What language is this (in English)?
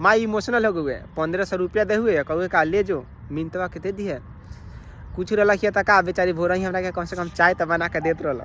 Bhojpuri